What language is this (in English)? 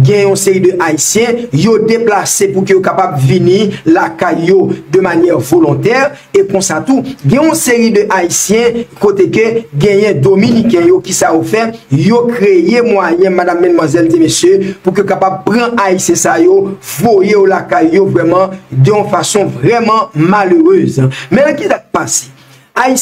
Haitian Creole